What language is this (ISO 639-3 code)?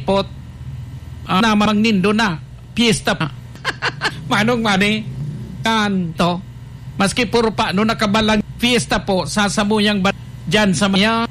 bik